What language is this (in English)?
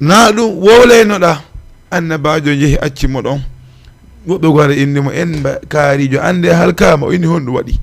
Fula